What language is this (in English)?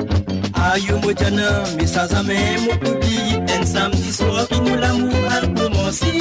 Morisyen